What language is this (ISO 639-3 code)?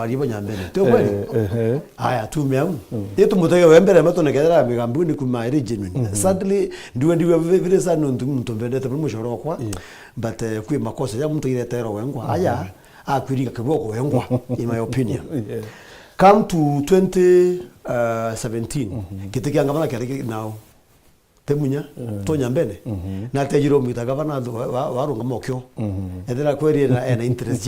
mer